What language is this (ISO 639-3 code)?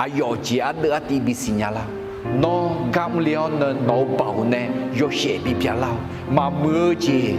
ahk